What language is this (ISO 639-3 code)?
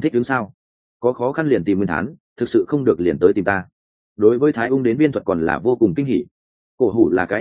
vie